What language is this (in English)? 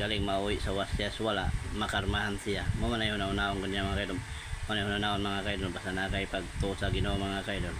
Cebuano